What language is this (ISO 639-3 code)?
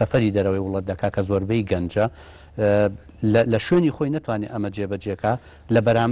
ckb